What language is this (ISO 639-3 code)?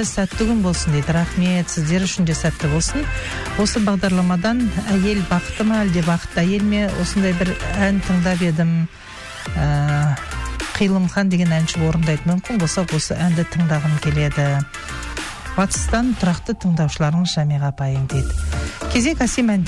kaz